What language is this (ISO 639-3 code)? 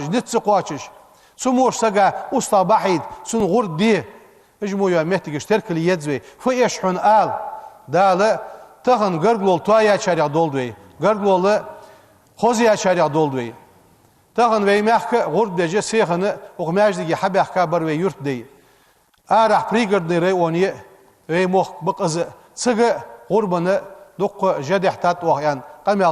inh